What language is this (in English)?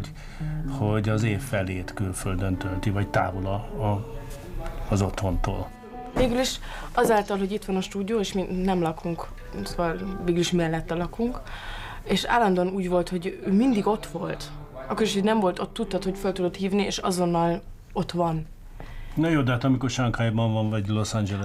Hungarian